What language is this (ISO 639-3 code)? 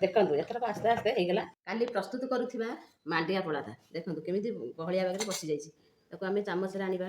ori